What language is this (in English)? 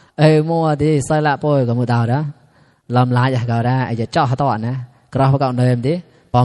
Mon